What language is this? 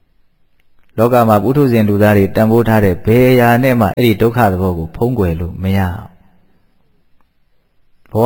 Burmese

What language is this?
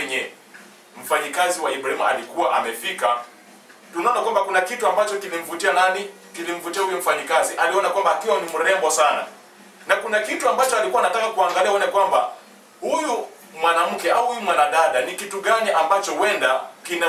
Swahili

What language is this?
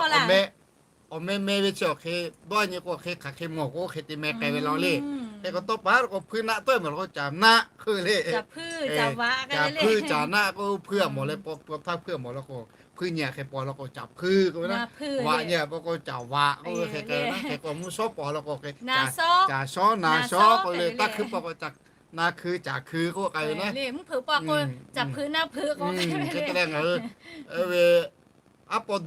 Lahu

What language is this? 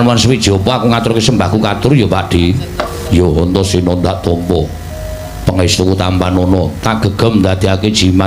Javanese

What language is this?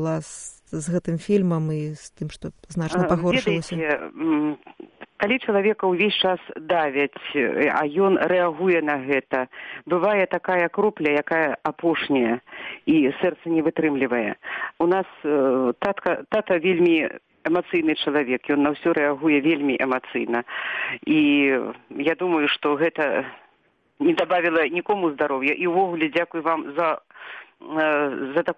Belarusian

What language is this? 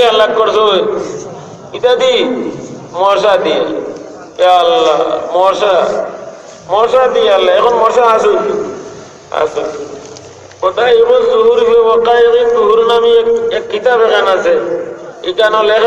Sylheti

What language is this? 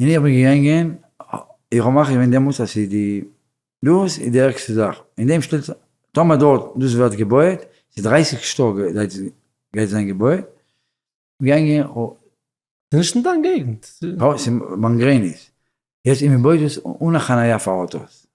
Yiddish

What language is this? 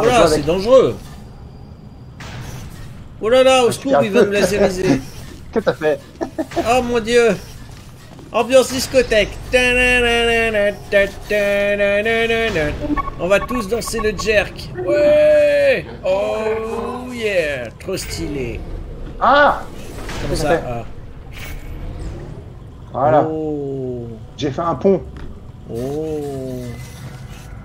French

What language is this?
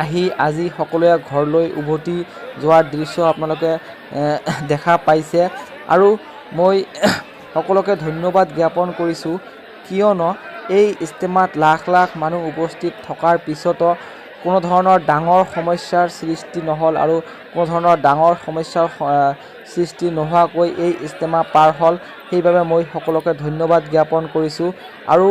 Assamese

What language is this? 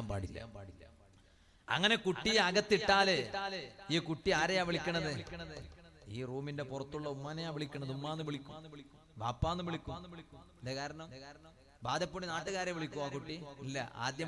Malayalam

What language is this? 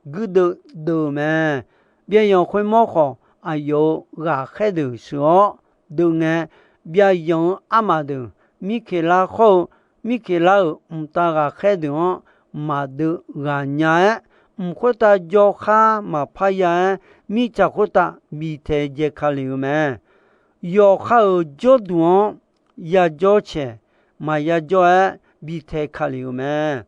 Akha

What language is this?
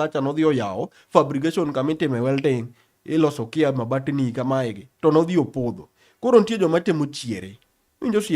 Luo (Kenya and Tanzania)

